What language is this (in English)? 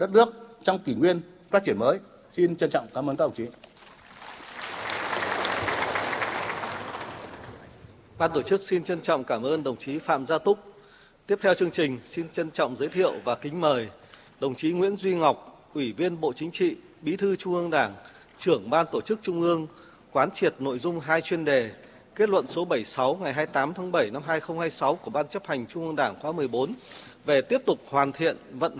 Vietnamese